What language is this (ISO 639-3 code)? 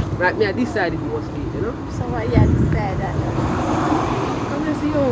jam